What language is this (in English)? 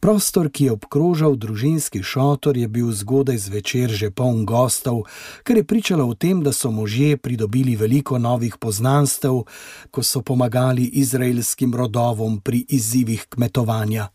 Slovenian